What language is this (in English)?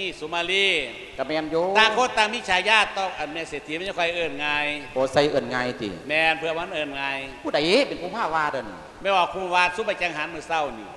Lao